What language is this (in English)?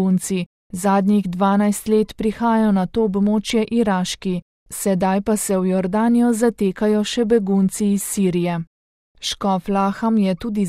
Slovenian